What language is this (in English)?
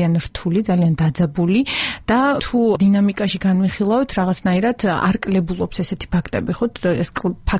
Georgian